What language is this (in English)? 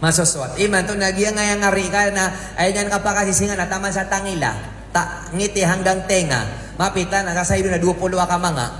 Maranao